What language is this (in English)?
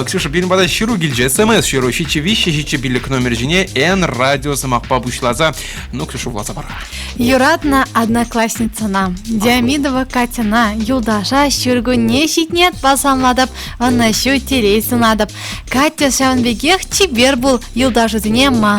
Chuvash